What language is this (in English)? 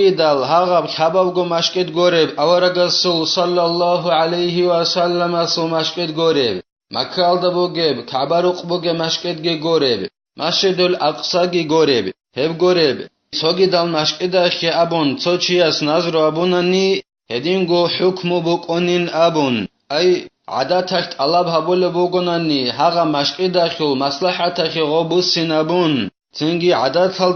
Avaric